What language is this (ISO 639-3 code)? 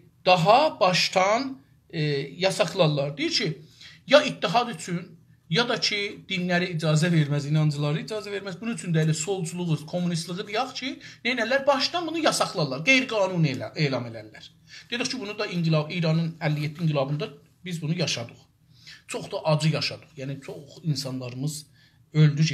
azb